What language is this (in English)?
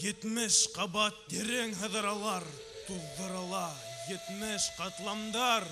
Bashkir